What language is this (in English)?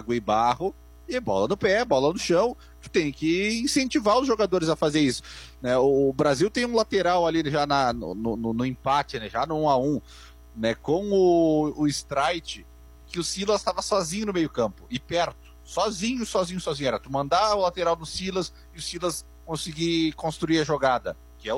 Portuguese